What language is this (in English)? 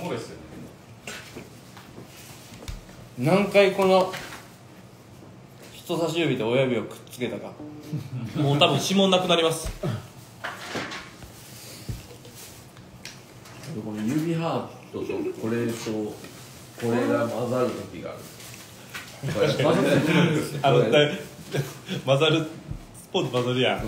Japanese